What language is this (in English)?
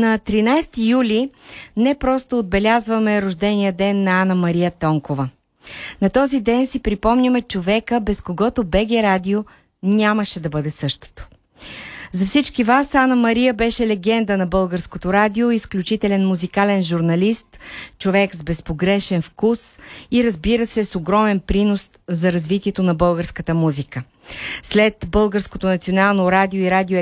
Bulgarian